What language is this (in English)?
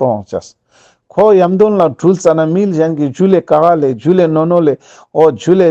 Ladakhi